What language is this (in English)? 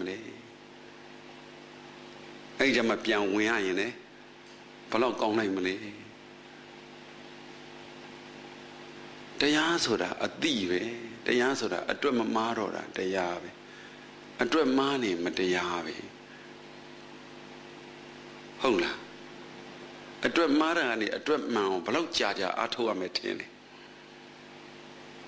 Burmese